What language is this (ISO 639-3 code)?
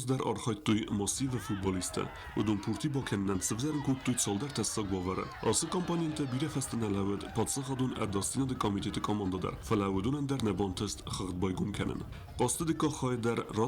oss